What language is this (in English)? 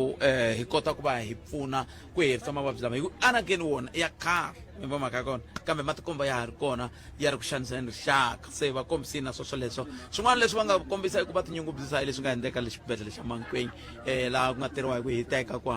Tsonga